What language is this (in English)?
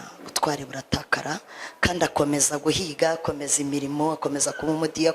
Kinyarwanda